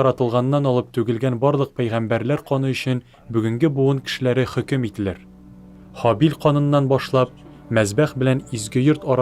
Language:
Tatar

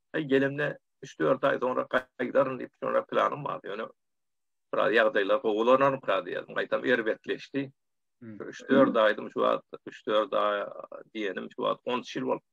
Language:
Turkmen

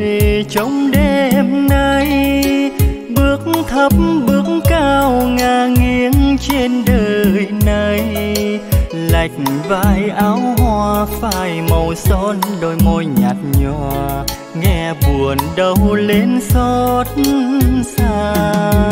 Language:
Vietnamese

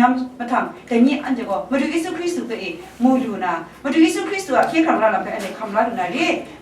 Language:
Kachin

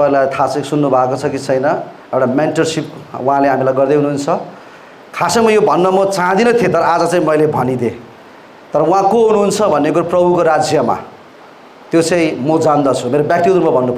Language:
Nepali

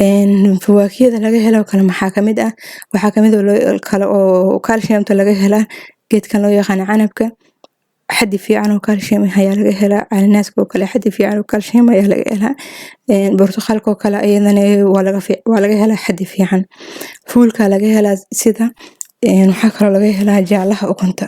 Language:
Somali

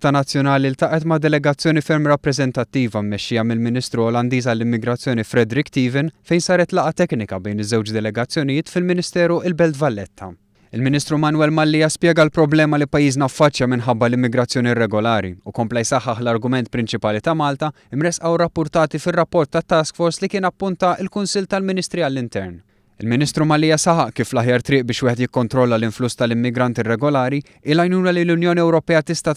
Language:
Maltese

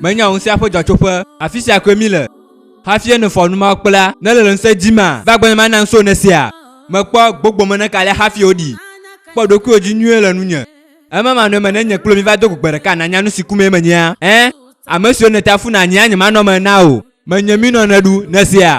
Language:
Ewe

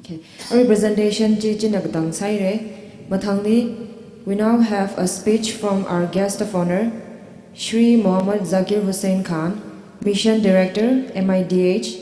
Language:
Tangkhul Naga (India)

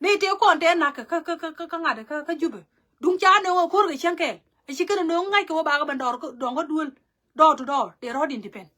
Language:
Nuer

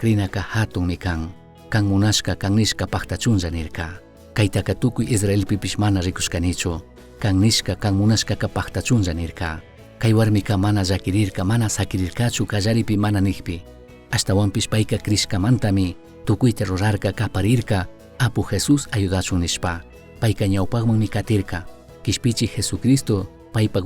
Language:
Chimborazo Highland Quichua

